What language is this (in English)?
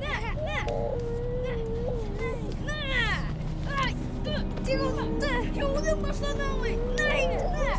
Bashkir